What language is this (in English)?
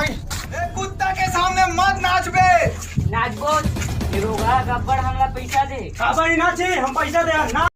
Chhattisgarhi